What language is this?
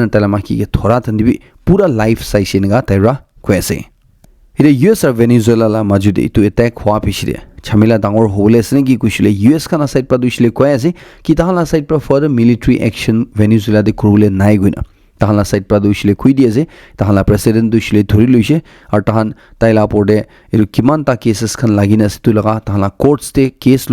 Naga Pidgin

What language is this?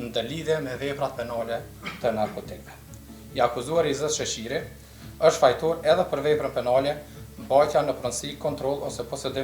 Albanian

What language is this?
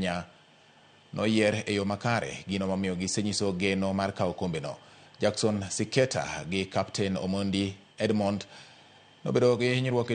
Luo (Kenya and Tanzania)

